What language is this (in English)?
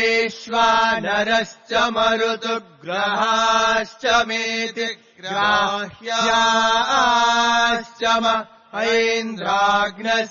Sanskrit